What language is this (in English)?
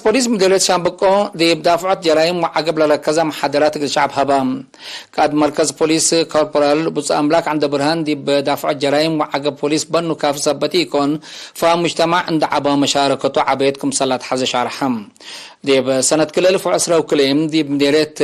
Tigre